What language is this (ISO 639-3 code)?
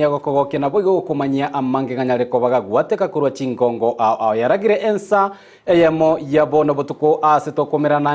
guz